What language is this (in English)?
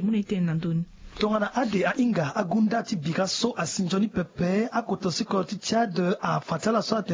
Sango